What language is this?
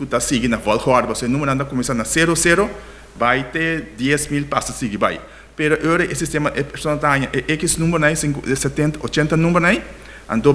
Papiamento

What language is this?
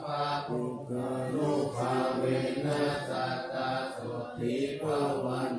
Pali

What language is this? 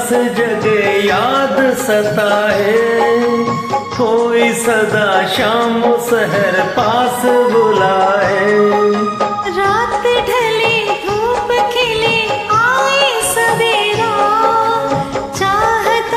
Hindi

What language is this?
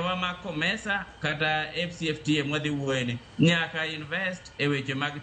Luo (Kenya and Tanzania)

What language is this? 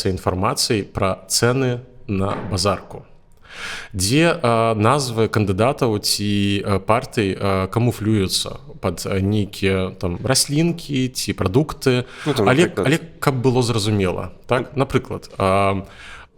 Belarusian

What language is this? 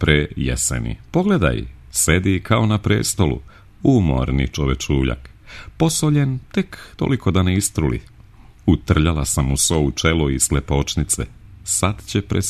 Serbian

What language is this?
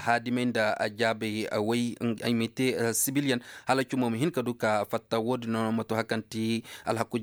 Koyraboro Senni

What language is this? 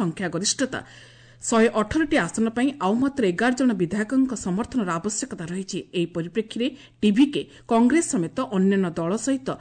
Odia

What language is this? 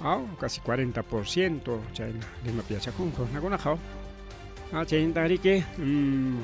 Ayacucho Quechua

